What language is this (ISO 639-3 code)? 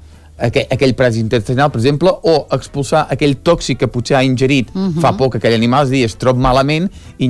cat